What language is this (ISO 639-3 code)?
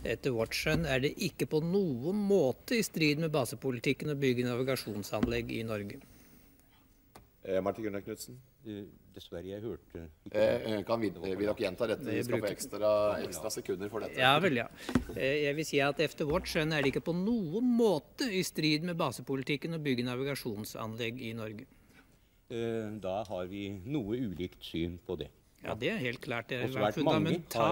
nor